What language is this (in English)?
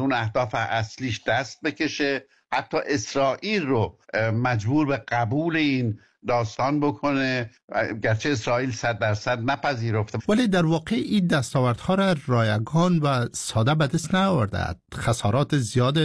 Persian